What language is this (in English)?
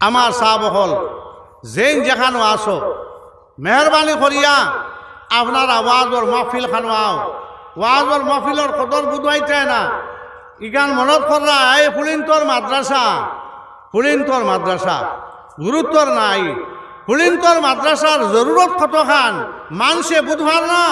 Sylheti